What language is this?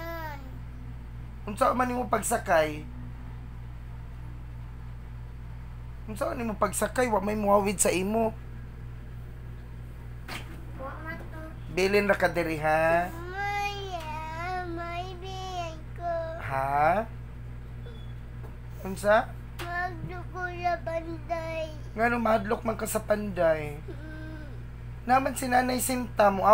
Cebuano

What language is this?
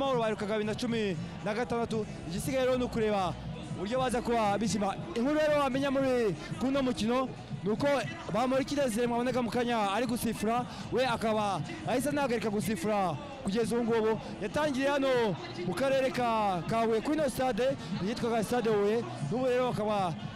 Kinyarwanda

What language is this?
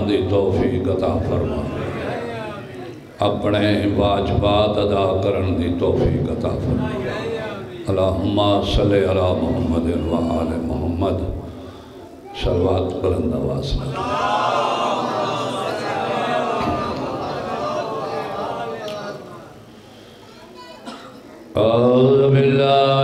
Saraiki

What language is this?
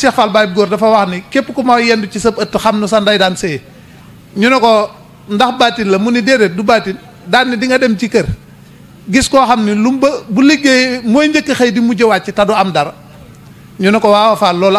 Wolof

